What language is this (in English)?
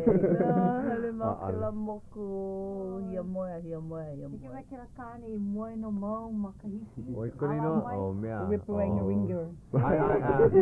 Hawaiian